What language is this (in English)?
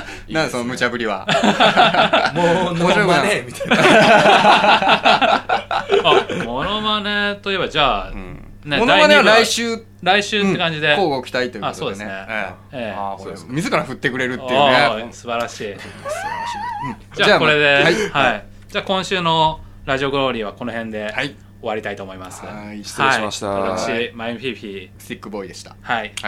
Japanese